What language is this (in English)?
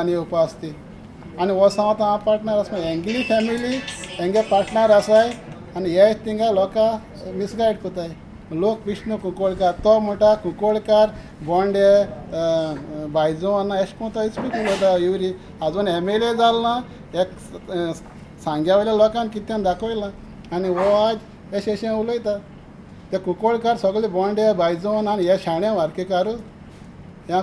Konkani